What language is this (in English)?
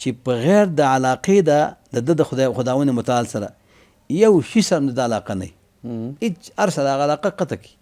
Pashto